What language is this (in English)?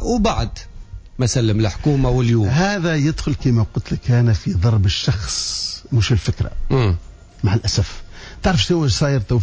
Tunisian Arabic